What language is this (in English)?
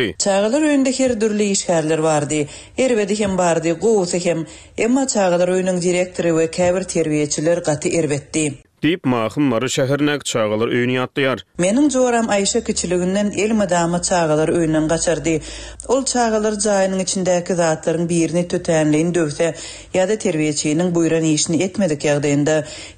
Turkmen